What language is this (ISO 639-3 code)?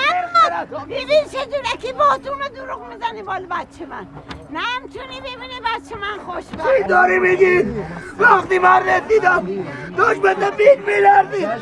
fas